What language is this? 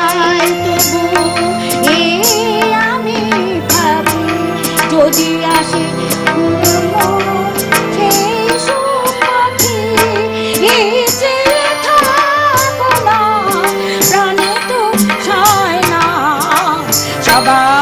Bangla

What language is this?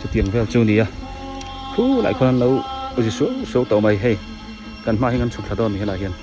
Biete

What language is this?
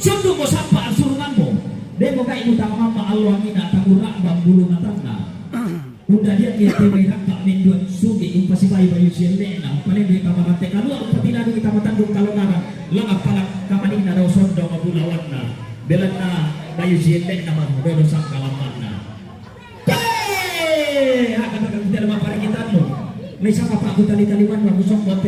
Toraja-Sa'dan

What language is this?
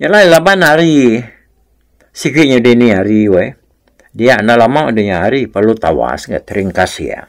Iban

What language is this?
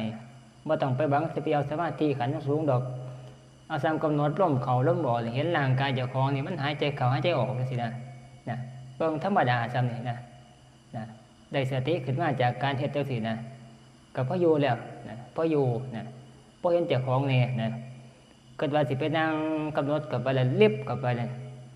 Northeastern Thai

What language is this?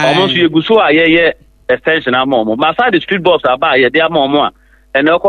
Akan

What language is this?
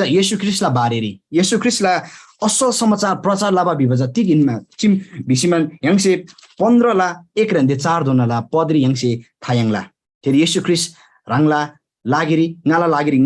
Eastern Tamang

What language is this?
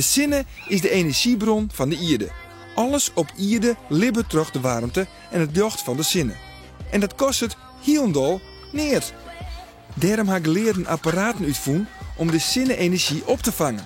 Western Frisian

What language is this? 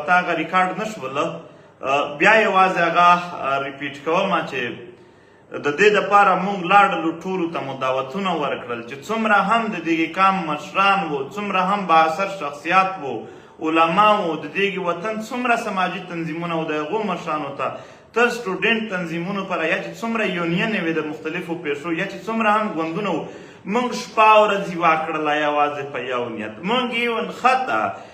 Pashto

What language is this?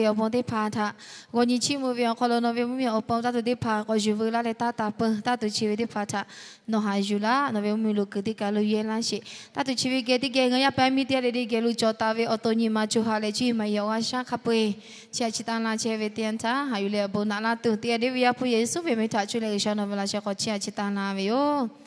Lahu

